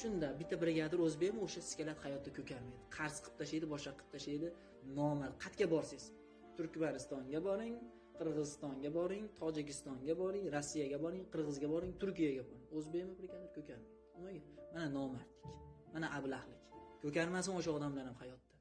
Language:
Uzbek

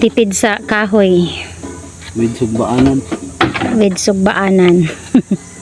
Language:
Cebuano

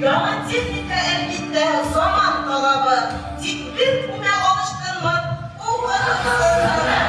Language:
Bashkir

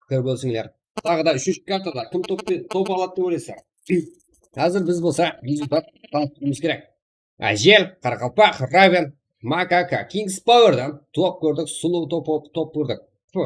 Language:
Kara-Kalpak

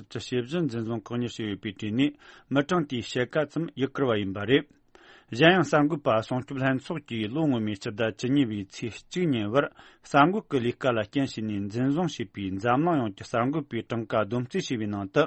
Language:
Tibetan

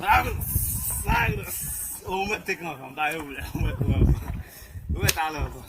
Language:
Haitian Creole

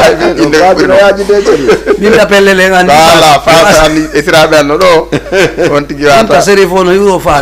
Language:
Fula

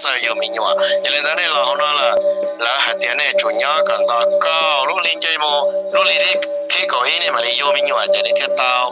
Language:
Hmong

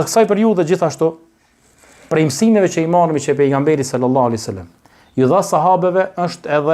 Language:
Albanian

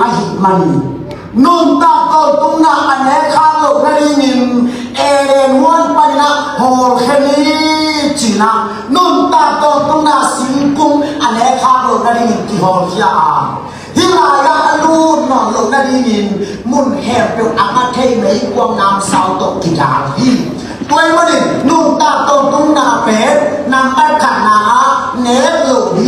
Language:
Tedim Chin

